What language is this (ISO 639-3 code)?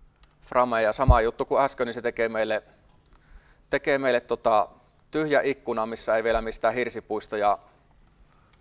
fin